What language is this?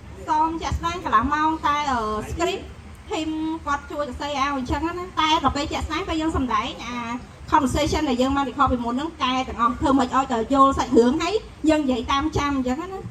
Khmer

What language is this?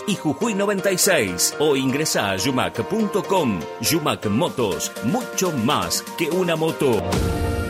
Spanish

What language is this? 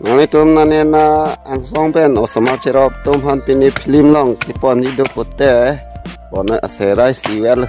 Karbi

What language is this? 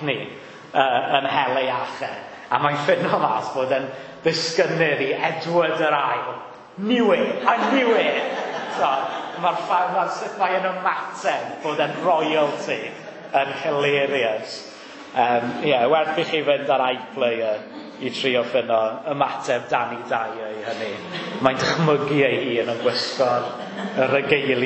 Welsh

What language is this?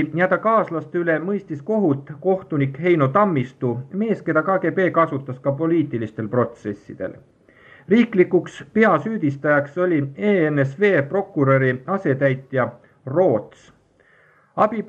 Estonian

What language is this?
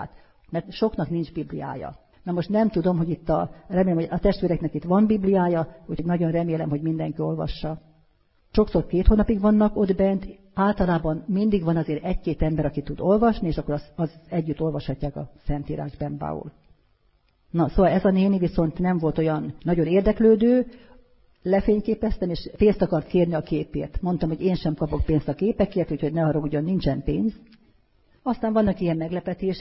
Hungarian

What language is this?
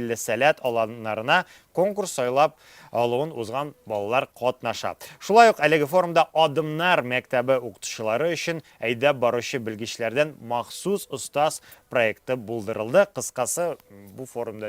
Tatar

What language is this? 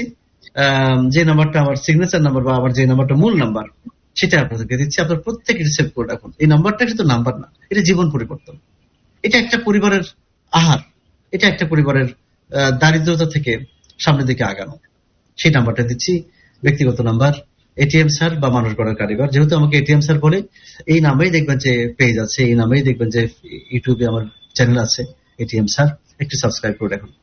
Bangla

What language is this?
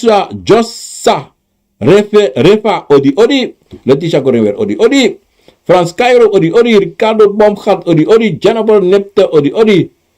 Sranan Tongo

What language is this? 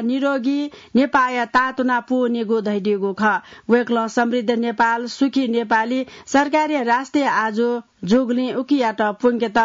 Newari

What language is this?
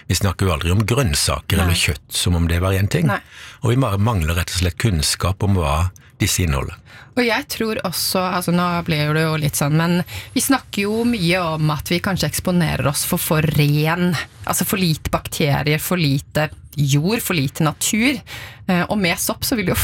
Norwegian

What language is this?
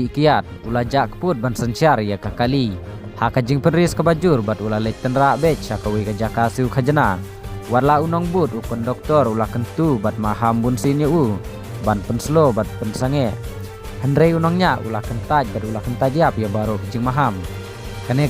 Khasi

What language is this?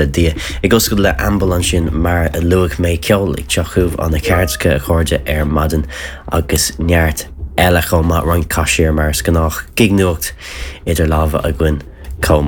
Irish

